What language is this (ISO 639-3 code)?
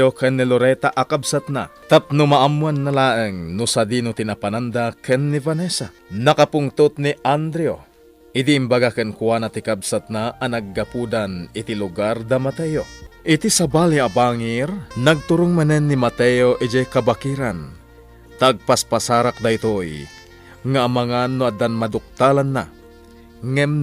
ilo